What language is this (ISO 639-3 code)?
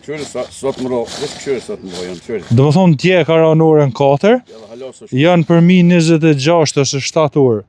sqi